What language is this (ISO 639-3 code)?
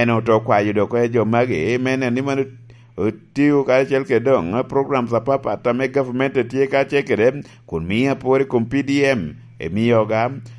laj